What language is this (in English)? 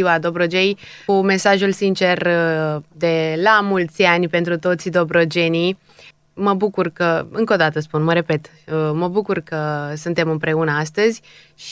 Romanian